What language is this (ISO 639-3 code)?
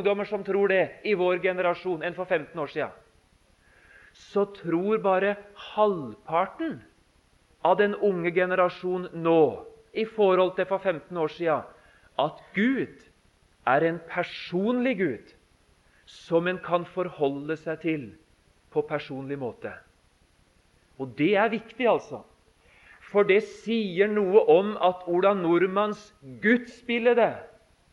nor